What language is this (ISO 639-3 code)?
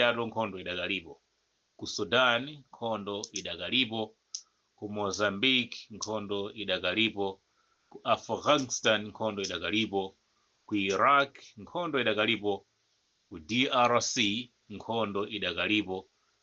nya